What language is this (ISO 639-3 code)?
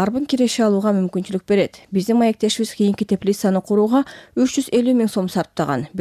kir